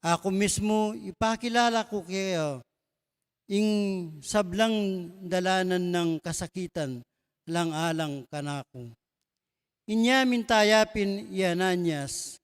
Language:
Pampanga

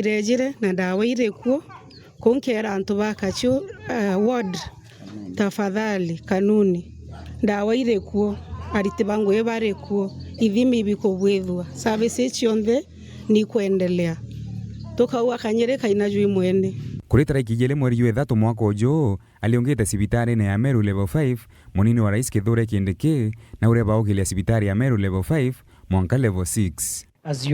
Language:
Meru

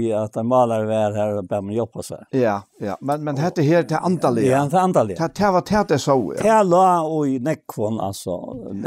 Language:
Faroese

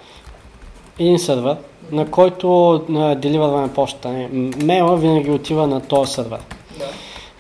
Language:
Bulgarian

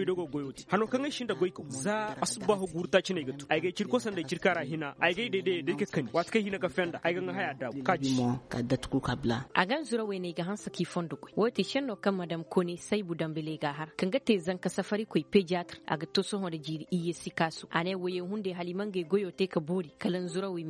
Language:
Koyraboro Senni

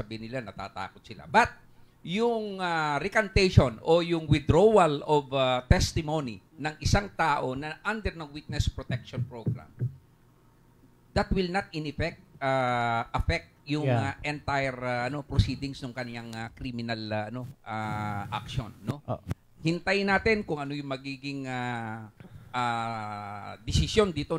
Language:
Filipino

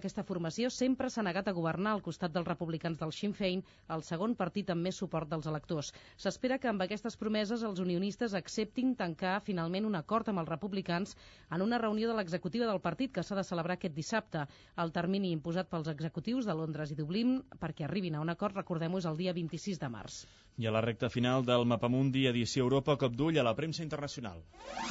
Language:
Catalan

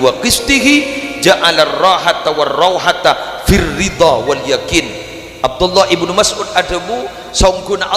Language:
Madurese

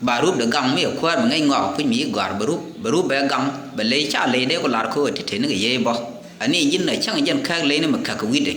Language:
Nuer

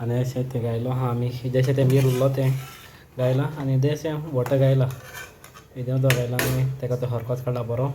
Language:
Konkani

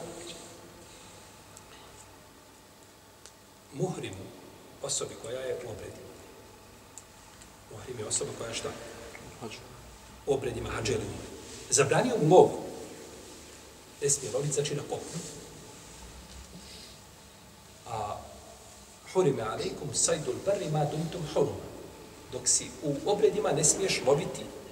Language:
Bosnian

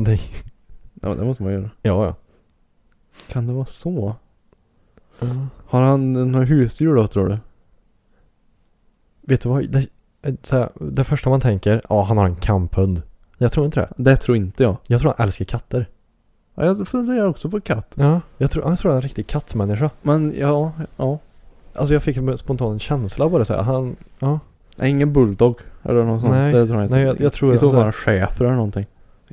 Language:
Swedish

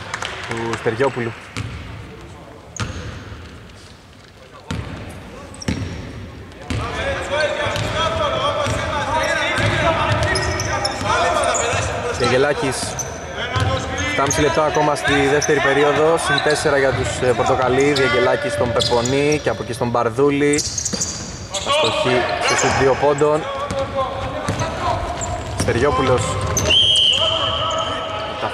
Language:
Greek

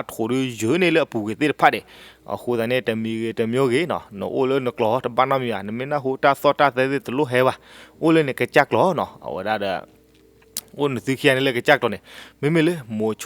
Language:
S'gaw Karen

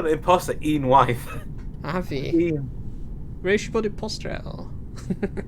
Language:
Welsh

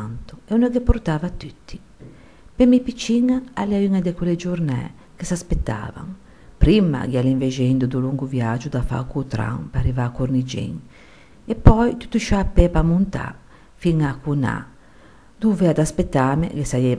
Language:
Ligurian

